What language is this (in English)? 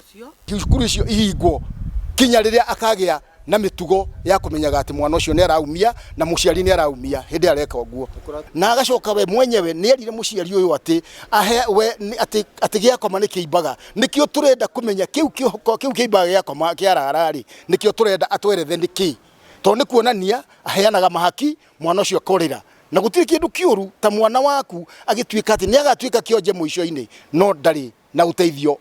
Kikuyu